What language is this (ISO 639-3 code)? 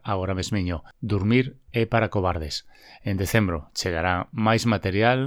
glg